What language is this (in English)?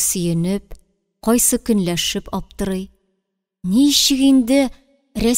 Tatar